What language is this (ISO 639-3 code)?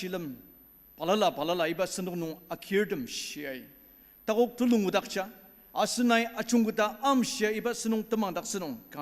njo